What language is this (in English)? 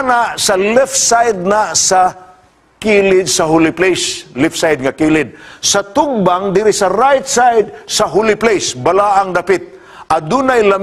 Cebuano